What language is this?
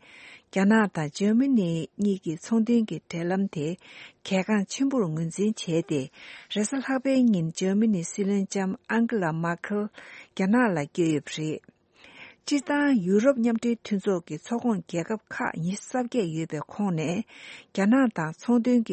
Tibetan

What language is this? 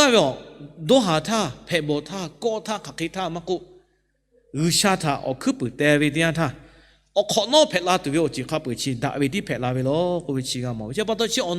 Lahu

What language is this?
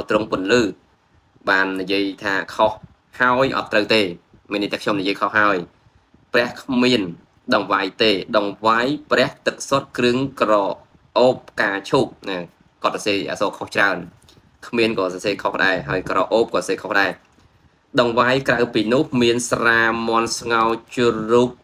Khmer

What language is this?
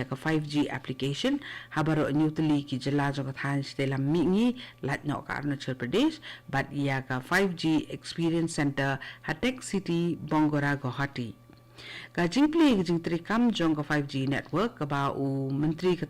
Khasi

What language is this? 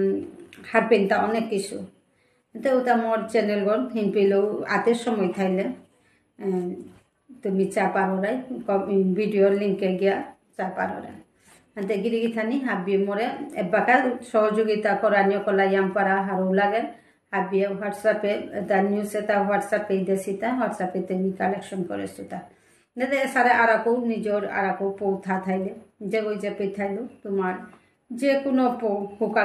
Bishnupriya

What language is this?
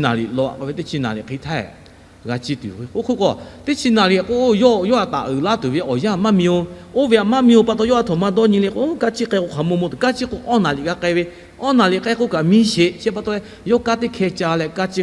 Lahu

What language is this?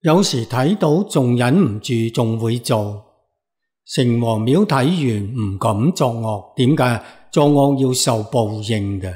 Cantonese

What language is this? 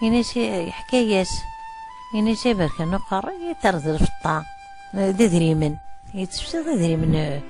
Kabyle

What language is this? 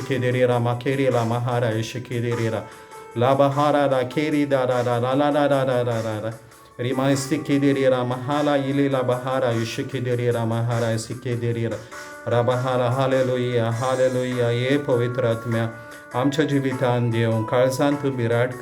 Konkani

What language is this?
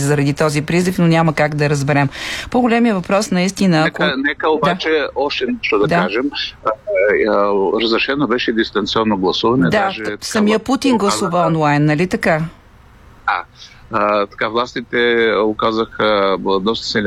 Bulgarian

